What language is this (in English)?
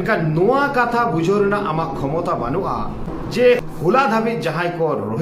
Santali